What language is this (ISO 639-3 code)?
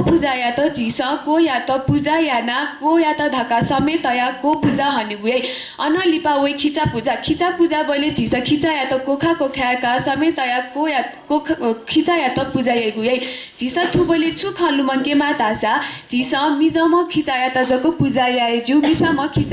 new